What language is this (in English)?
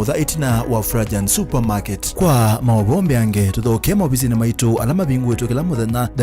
Kamba